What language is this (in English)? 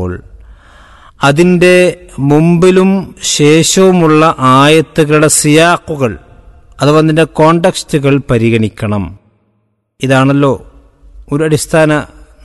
Malayalam